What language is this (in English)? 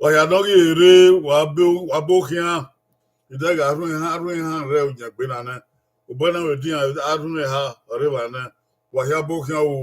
Bini